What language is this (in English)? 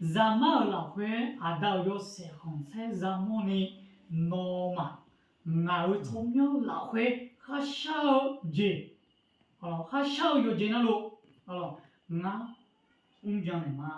Akha